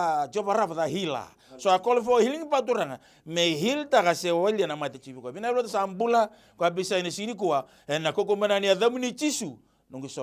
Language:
Fijian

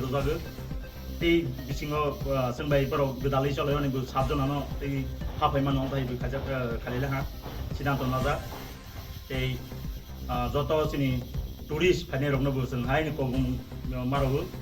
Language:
Riang (India)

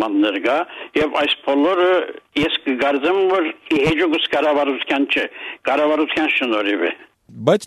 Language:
Armenian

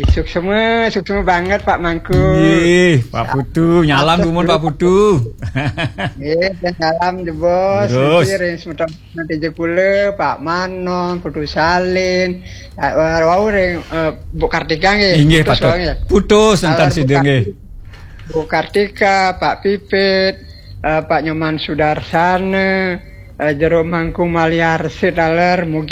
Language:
Balinese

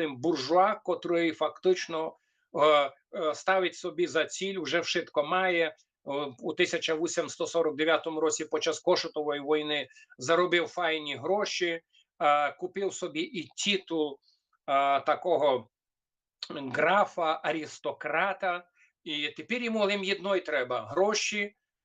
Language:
Rusyn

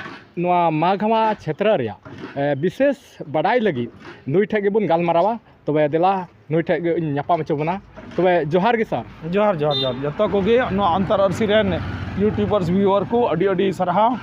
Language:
Santali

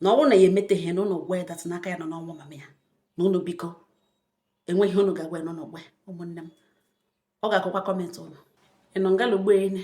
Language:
Igbo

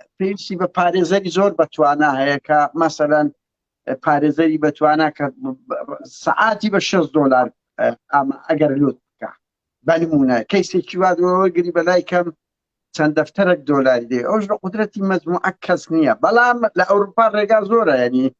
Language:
Central Kurdish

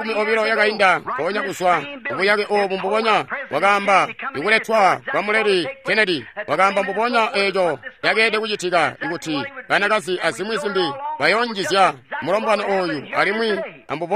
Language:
Tonga (Zambia)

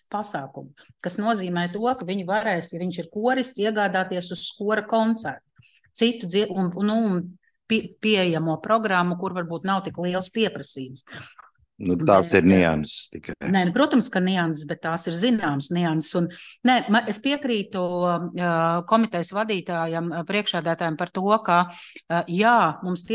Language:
Latvian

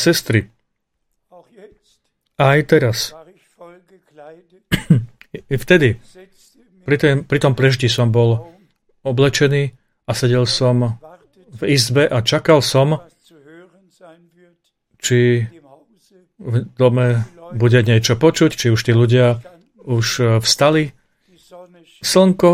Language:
Slovak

